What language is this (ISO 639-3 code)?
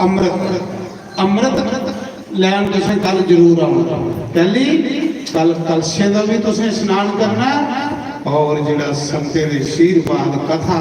doi